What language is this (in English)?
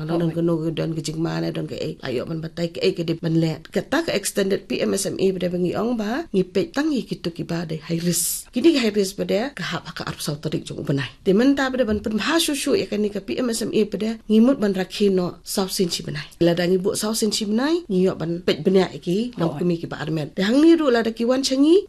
Khasi